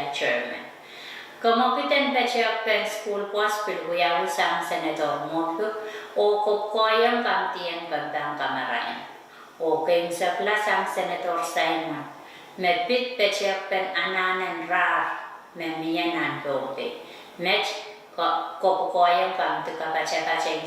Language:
Pohnpeian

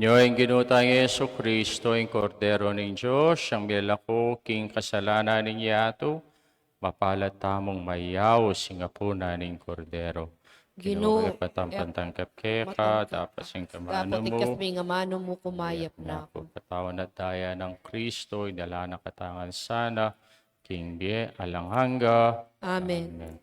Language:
Pampanga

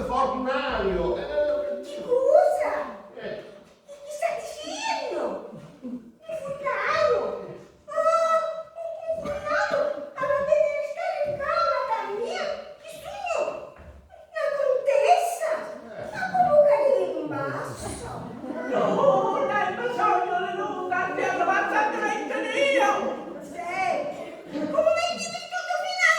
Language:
Sicilian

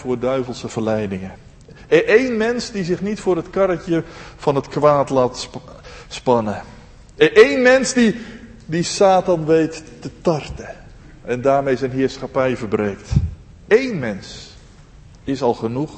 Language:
Dutch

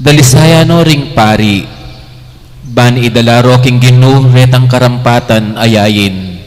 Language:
Pampanga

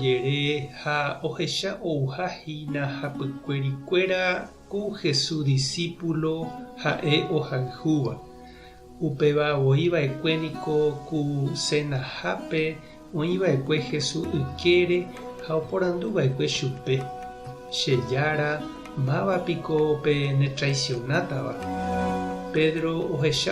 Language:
Guarani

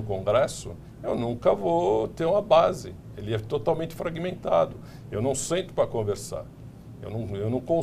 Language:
Portuguese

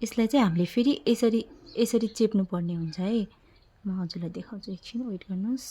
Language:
Nepali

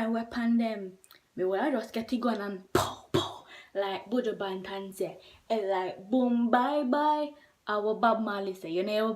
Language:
Jamaican Creole English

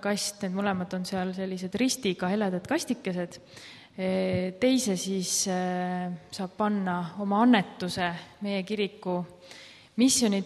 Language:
Estonian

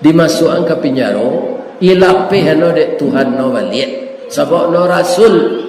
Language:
Minangkabau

